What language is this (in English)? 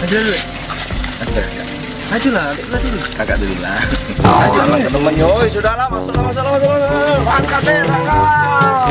Musi